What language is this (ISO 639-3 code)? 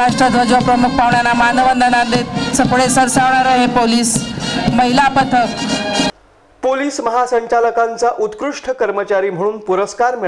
mar